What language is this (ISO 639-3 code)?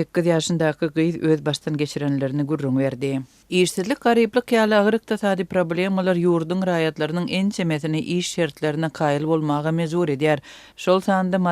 tuk